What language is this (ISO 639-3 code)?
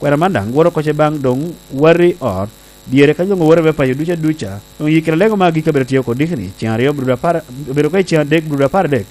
laj